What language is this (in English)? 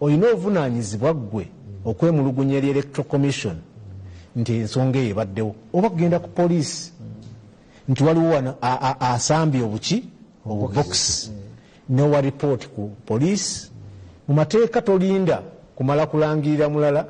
Ganda